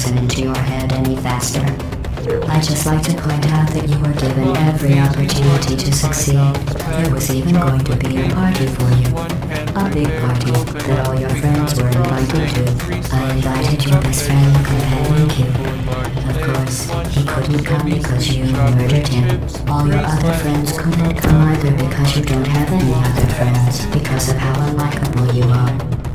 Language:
English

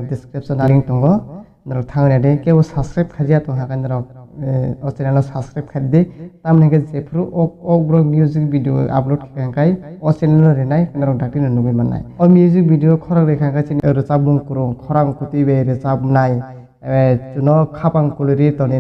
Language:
Kok Borok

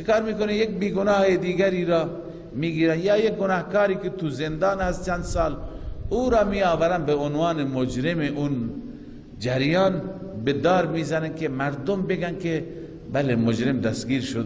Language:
Persian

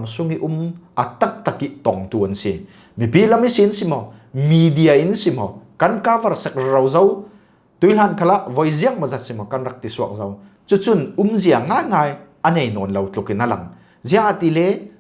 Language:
Falam Chin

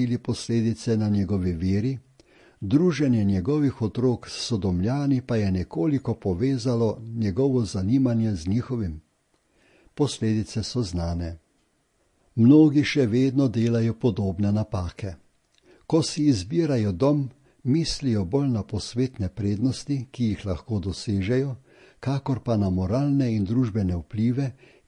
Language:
Slovenian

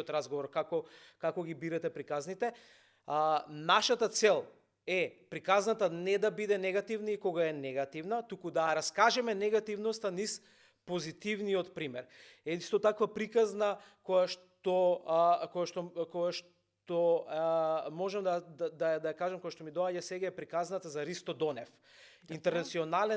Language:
Macedonian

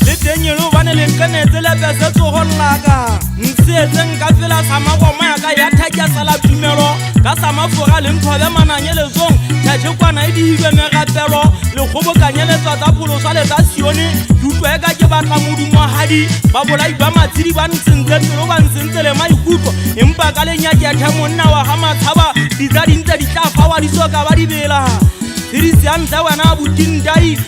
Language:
Southern Sotho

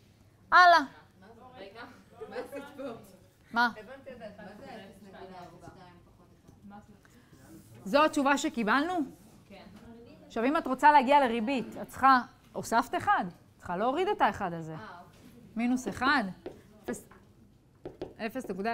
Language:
Hebrew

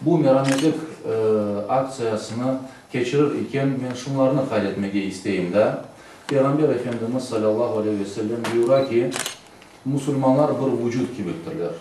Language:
Crimean Tatar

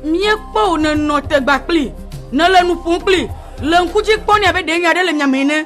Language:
Ewe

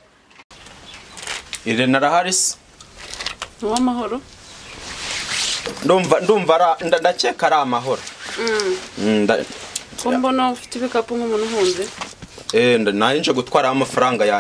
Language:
Kinyarwanda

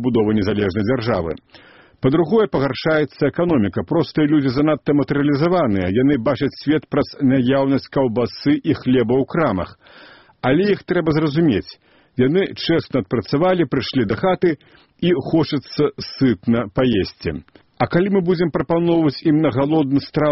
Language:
Belarusian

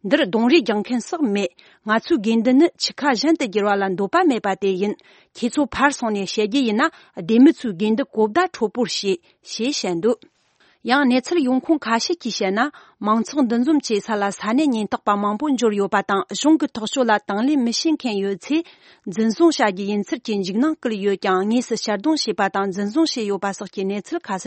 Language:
Tibetan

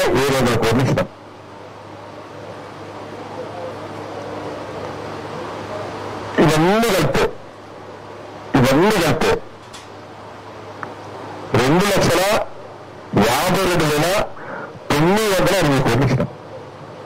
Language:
Telugu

